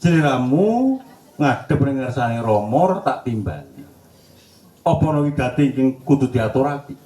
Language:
Javanese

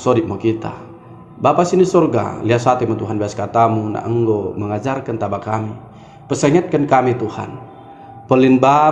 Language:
Batak Dairi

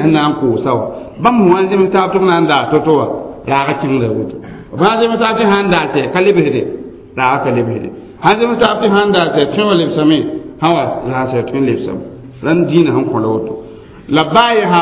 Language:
Mossi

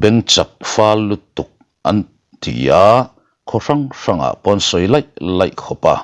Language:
Mizo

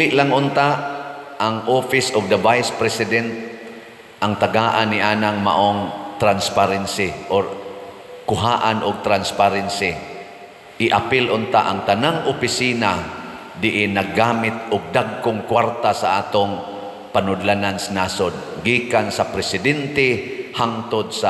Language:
Cebuano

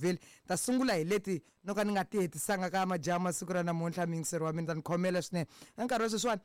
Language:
Tsonga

